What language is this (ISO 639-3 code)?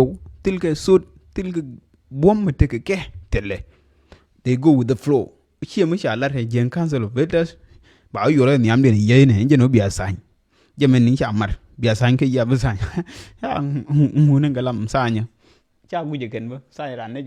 nus